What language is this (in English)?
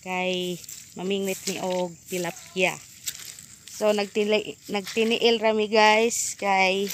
Cebuano